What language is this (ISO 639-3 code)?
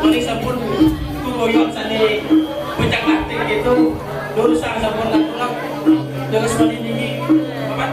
ban